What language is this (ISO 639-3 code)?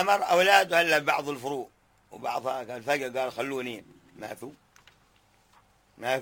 ara